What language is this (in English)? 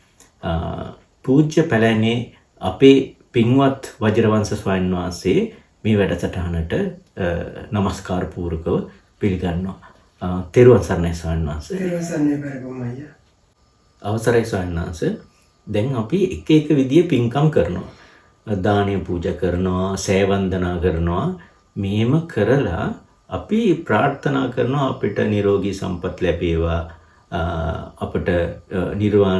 Sinhala